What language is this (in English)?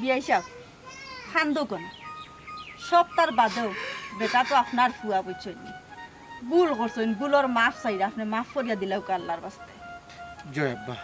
Sylheti